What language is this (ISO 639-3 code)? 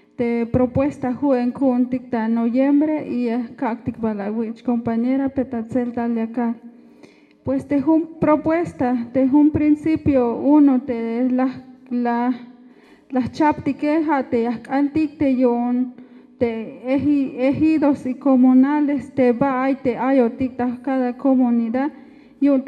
tzh